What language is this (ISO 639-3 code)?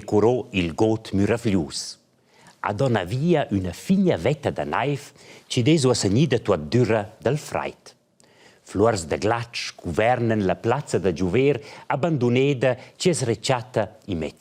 roh